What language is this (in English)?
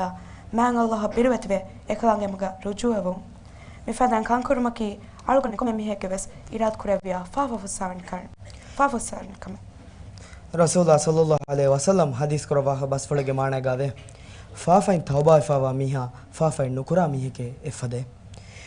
Divehi